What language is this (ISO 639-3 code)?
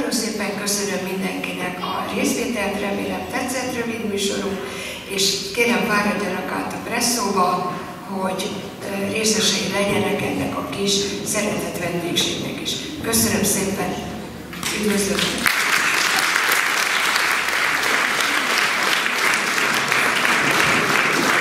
hun